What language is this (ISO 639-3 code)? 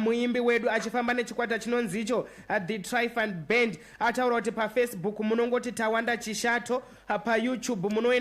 sna